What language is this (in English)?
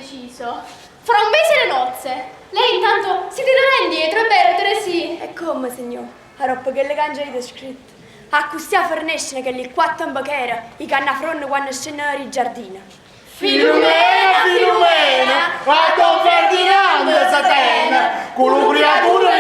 Neapolitan